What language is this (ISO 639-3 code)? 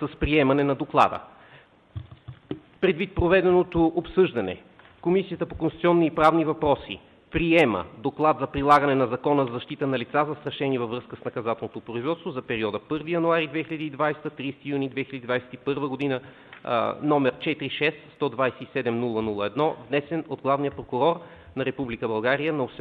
bul